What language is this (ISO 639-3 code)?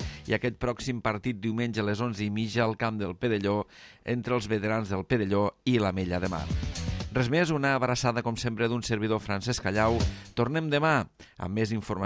cat